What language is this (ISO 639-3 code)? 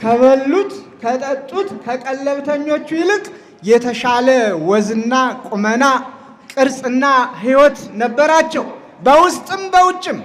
amh